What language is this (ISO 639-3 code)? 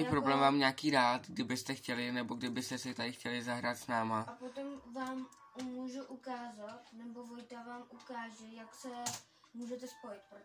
ces